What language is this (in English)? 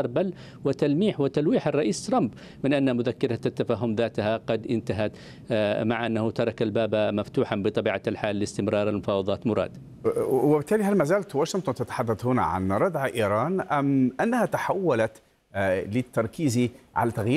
Arabic